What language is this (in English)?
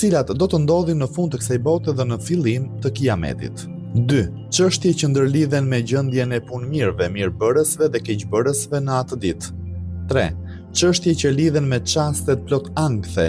Albanian